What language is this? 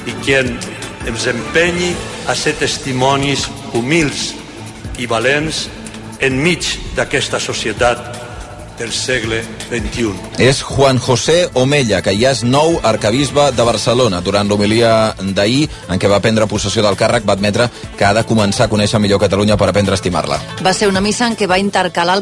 Catalan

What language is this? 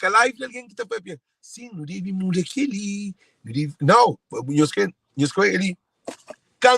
Kabuverdianu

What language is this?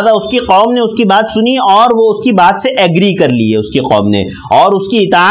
Urdu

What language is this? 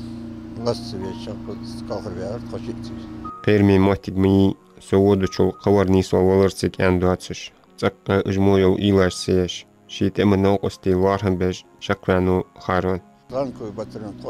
Ingush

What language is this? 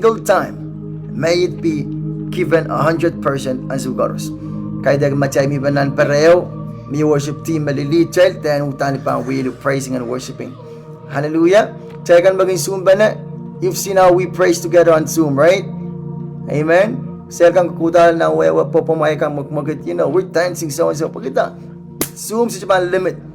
Pohnpeian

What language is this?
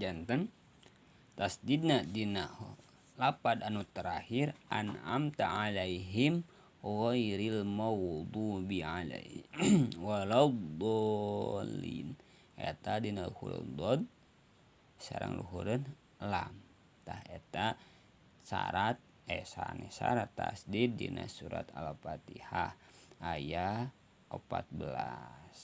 Sundanese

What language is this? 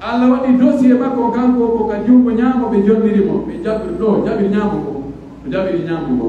Pular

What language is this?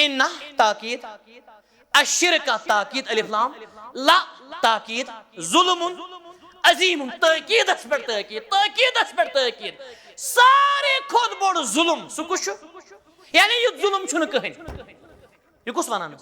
Kashmiri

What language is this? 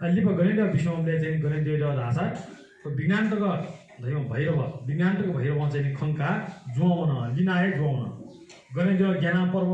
Newari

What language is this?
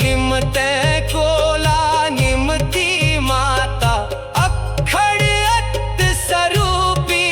Dogri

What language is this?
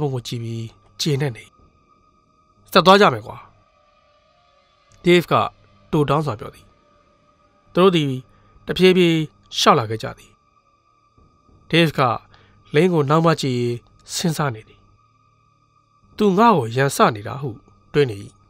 Burmese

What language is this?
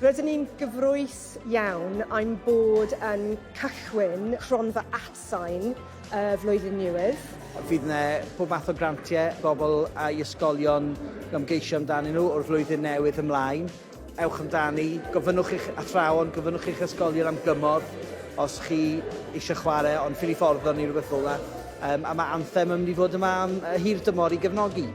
Welsh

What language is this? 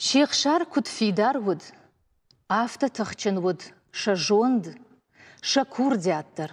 Ossetic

